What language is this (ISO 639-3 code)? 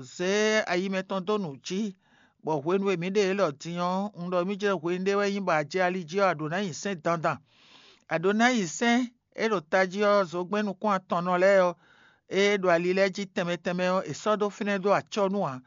fon